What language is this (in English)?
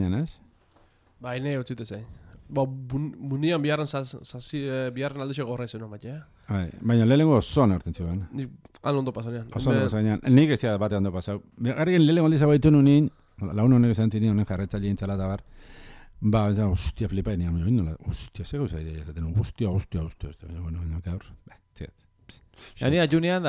Basque